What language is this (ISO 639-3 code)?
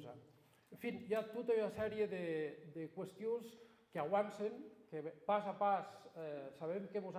oci